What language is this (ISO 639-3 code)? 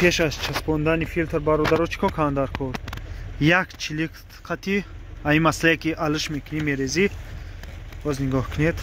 tgk